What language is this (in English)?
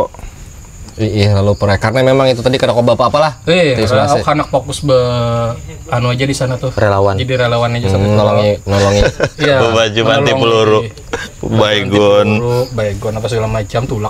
Banjar